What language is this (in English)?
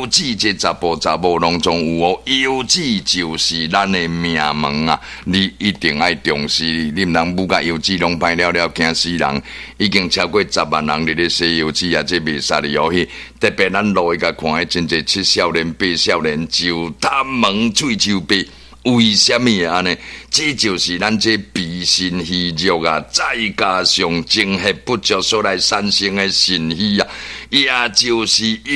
Min Nan Chinese